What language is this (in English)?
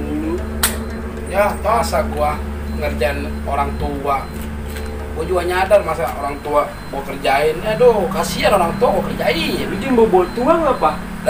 Betawi